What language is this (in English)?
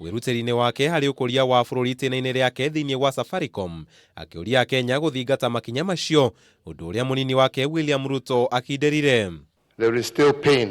Kikuyu